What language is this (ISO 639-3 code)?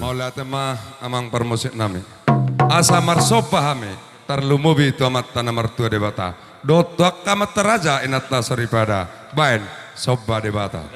bbc